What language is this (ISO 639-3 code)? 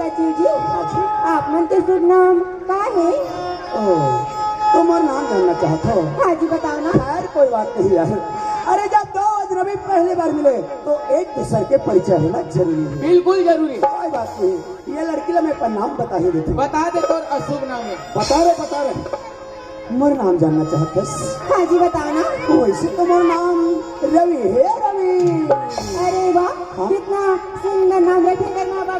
hne